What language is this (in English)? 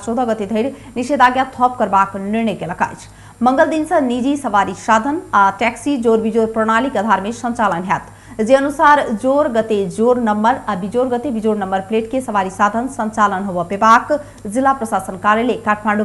Maithili